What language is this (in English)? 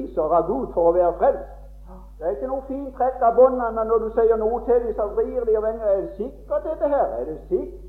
Norwegian